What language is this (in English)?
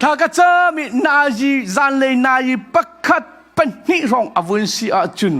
Hakha Chin